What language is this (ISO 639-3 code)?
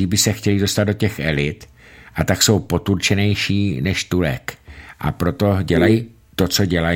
ces